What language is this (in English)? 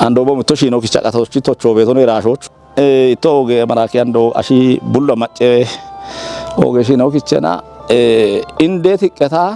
Kafa